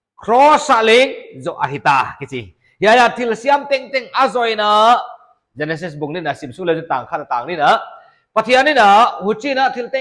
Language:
Paite Chin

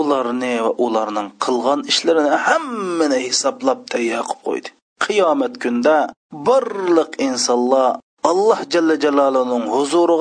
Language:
Uyghur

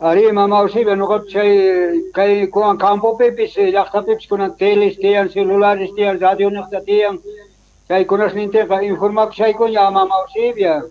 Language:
South Bolivian Quechua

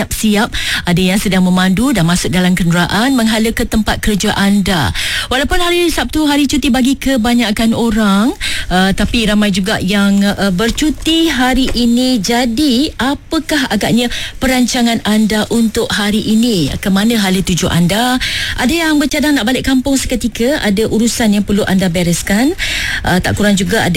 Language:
Malay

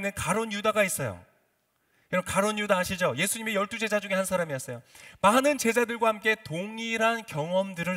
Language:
Korean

